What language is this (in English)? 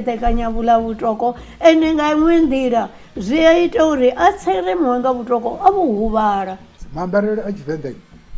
Venda